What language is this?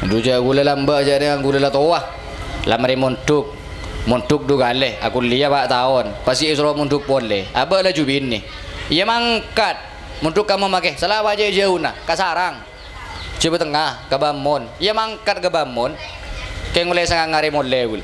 Madurese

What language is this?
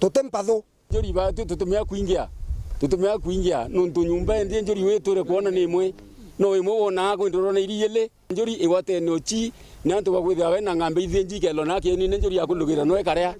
Meru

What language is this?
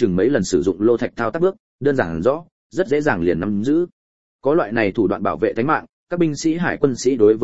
Vietnamese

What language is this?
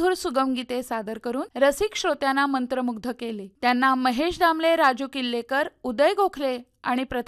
Marathi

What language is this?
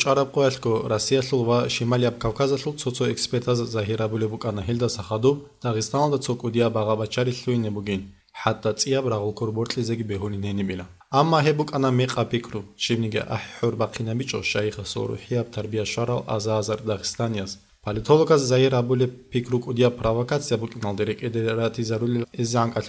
Avaric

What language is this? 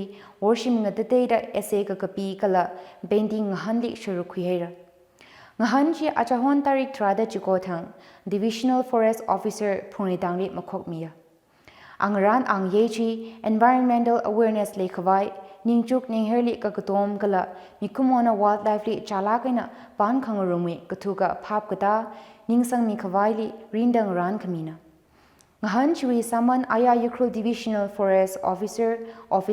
Tangkhul Naga (India)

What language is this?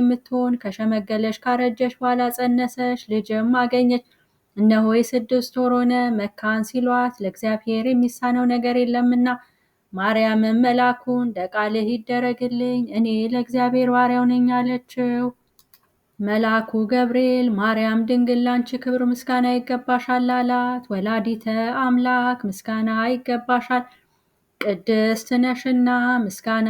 Amharic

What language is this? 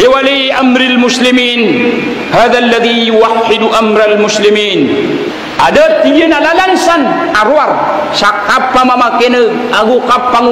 Maranao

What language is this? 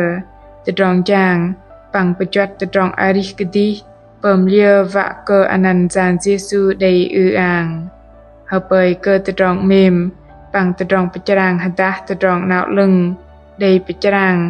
Bahnar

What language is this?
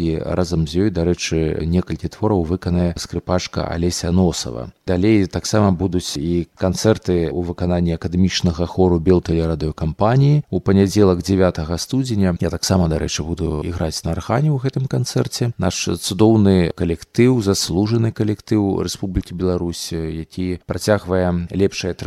Belarusian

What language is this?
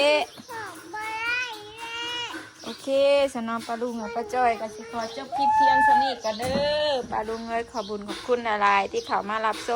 Northeastern Thai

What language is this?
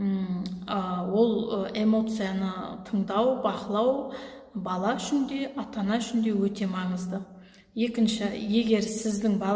Kazakh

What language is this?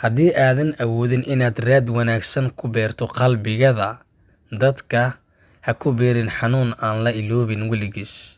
Somali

